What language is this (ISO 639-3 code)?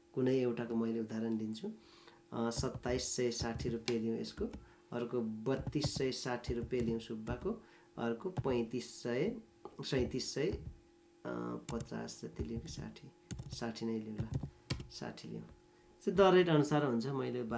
nep